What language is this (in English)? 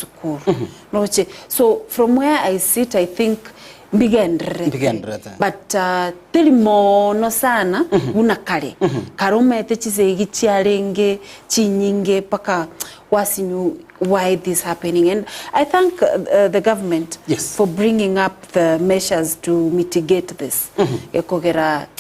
Gusii